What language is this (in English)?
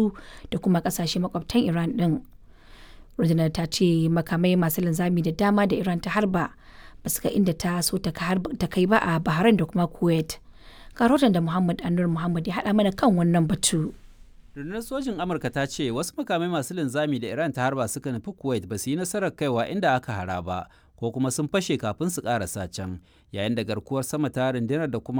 Hausa